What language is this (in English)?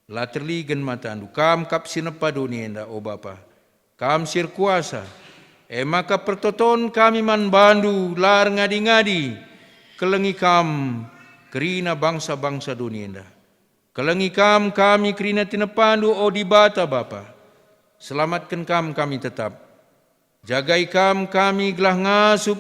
Batak Karo